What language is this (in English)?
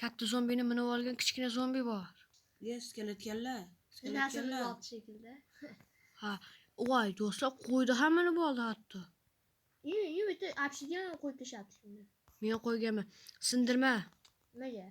Uzbek